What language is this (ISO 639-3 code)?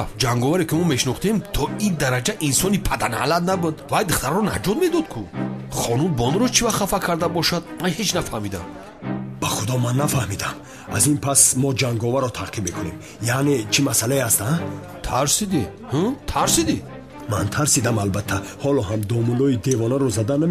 tgk